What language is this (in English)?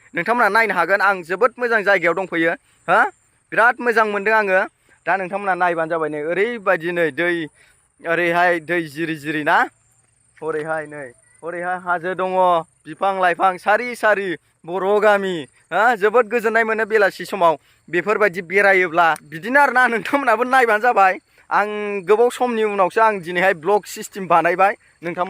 Bodo